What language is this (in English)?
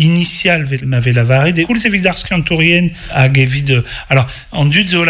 Breton